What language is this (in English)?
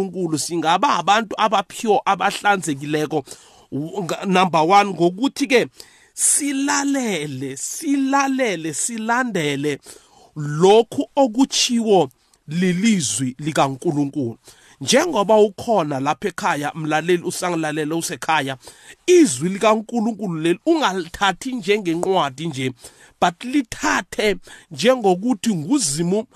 South Ndebele